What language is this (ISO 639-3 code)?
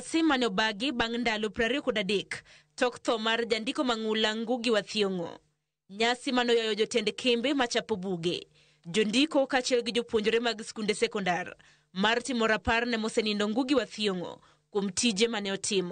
luo